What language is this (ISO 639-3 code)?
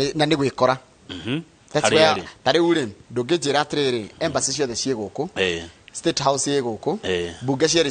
kik